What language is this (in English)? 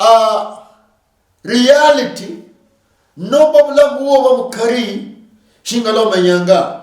Luyia